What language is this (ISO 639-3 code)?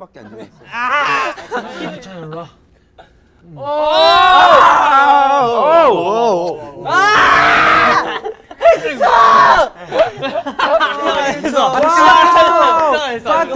kor